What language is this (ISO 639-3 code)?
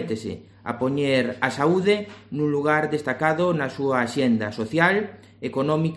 glg